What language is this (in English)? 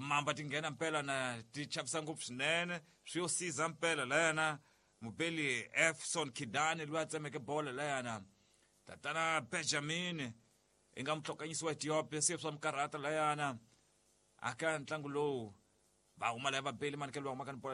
Tsonga